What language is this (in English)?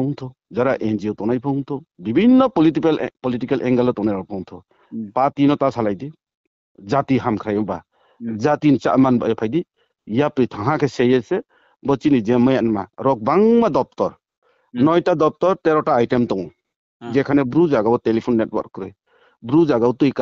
Riang (India)